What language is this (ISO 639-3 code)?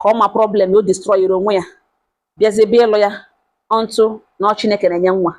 ibo